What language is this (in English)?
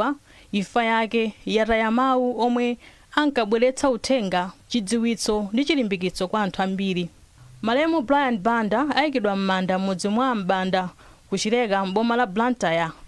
Nyanja